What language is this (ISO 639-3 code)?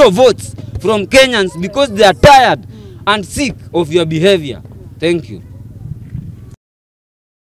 swa